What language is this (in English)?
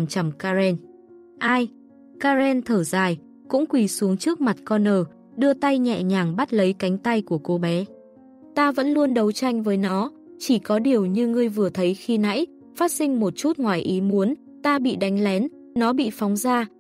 Vietnamese